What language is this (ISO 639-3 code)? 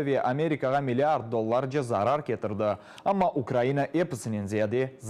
crh